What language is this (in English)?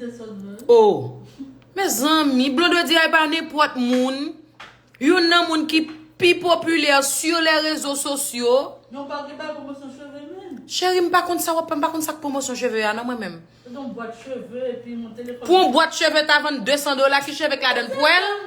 Haitian Creole